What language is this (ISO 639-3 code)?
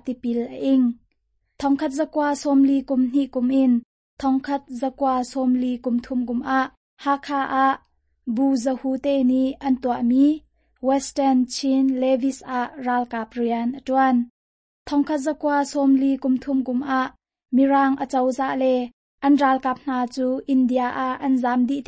cnh